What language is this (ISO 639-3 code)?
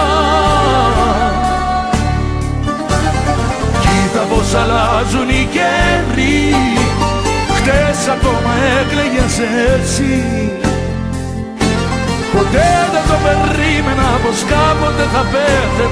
ell